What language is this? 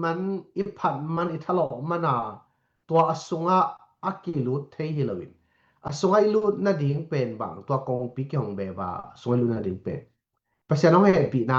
Tedim Chin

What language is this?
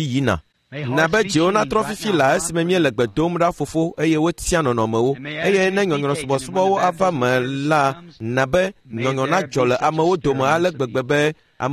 Ewe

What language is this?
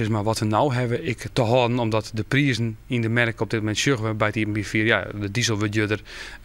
Western Frisian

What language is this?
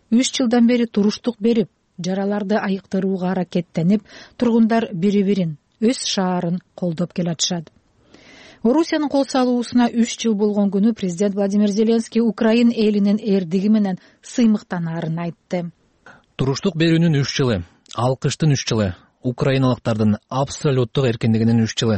Kyrgyz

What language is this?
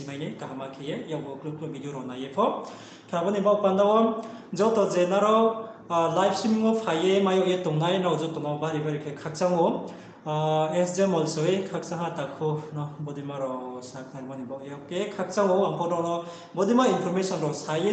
Riang (India)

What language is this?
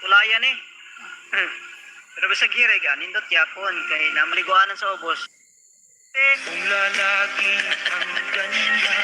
Cebuano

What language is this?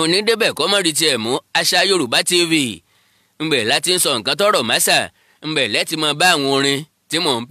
Yoruba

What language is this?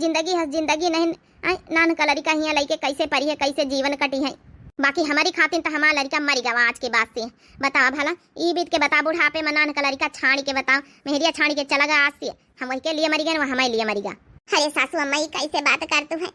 Awadhi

